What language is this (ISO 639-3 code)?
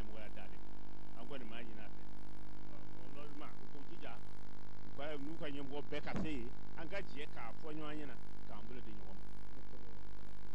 bam